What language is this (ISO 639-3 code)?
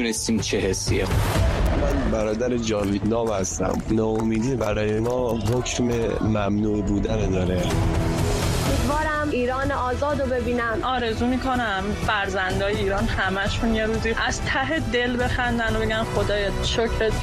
fas